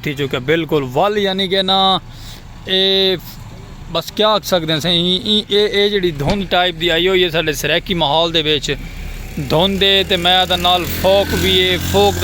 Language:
Saraiki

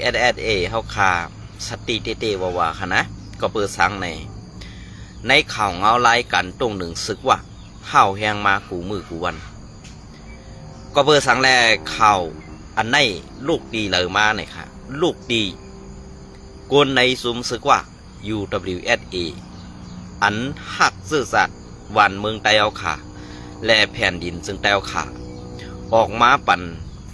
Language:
Shan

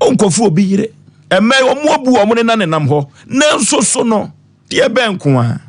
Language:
Akan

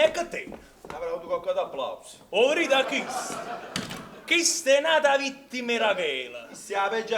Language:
Neapolitan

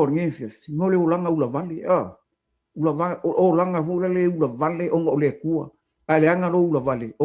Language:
Samoan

